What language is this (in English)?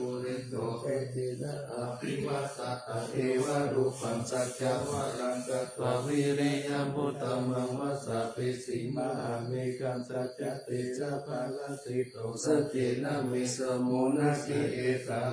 Pali